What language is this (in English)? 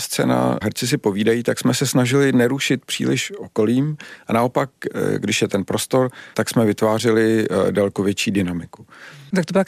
Czech